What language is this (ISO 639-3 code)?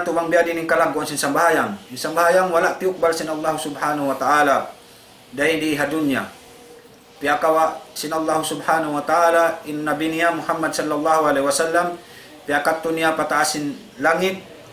tsg